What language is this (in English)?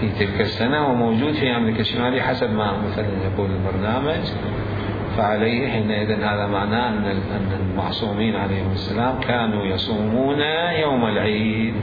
Mesopotamian Arabic